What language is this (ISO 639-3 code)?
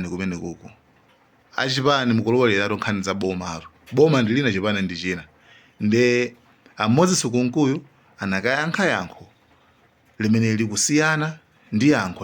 nya